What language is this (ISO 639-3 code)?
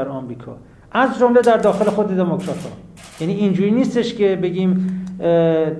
fas